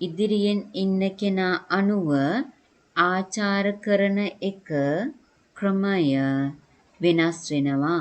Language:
Sinhala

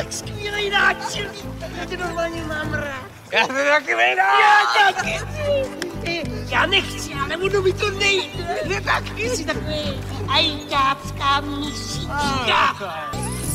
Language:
Czech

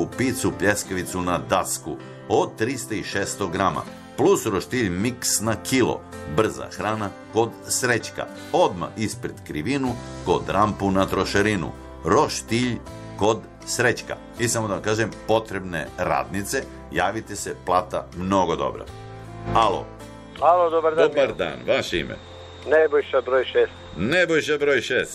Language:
Serbian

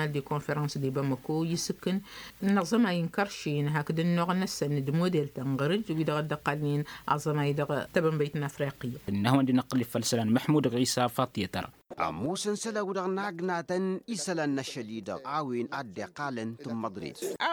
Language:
Tamasheq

